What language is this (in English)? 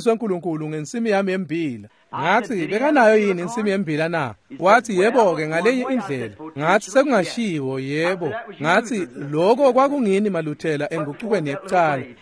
Swati